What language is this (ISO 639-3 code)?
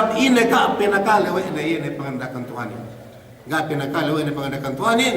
yka